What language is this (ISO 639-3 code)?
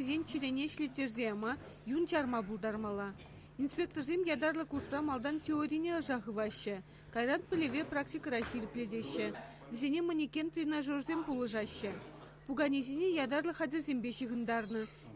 chv